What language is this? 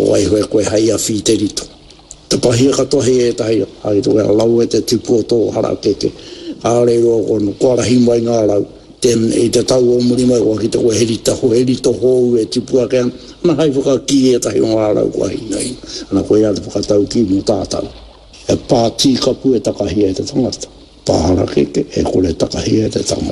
Māori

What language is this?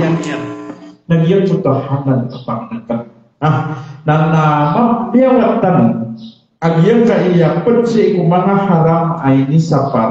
Maranao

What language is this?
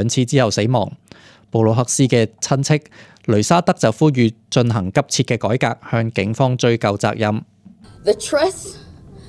Cantonese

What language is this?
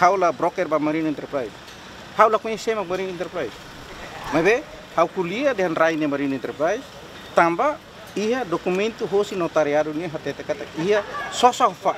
Tetum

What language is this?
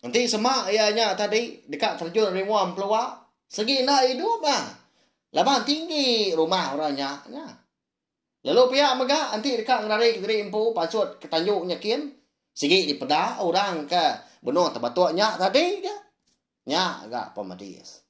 Iban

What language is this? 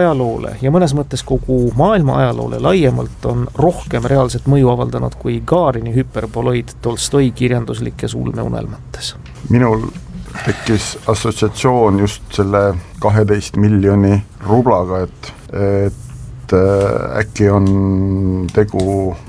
Estonian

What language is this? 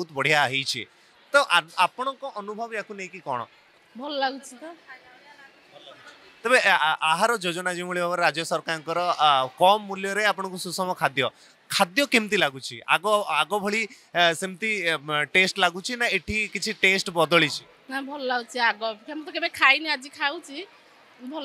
Odia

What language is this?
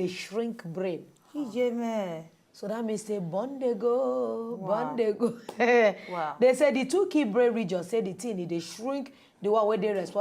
Nigerian Pidgin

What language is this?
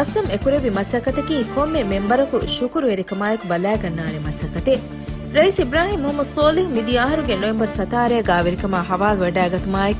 Divehi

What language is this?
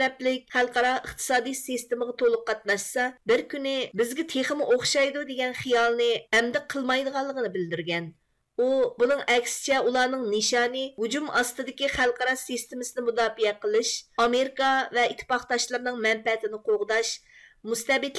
Uyghur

